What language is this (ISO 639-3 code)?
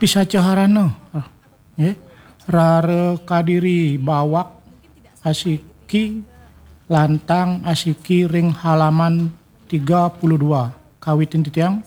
ban